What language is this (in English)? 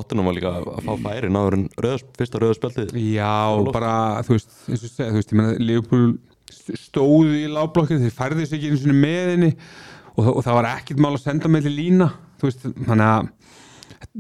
Icelandic